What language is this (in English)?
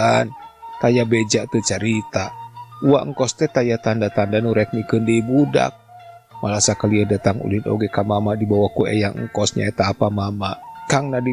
Sundanese